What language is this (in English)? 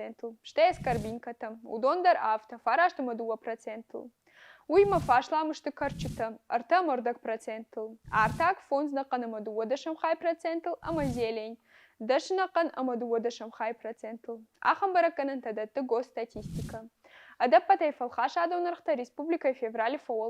Ossetic